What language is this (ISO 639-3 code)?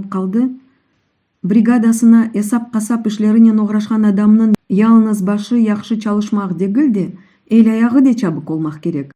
crh